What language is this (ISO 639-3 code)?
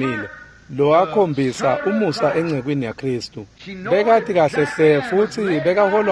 ssw